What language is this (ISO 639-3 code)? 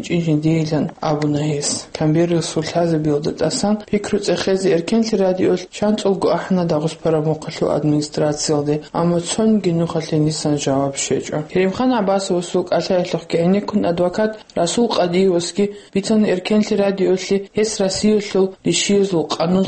ava